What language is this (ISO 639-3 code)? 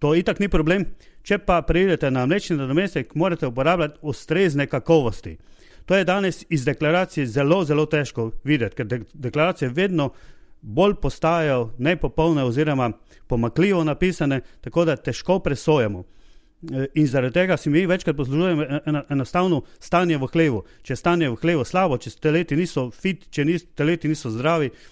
slv